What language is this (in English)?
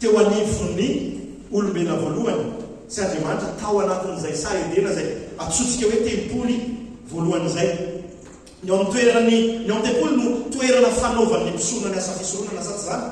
Malagasy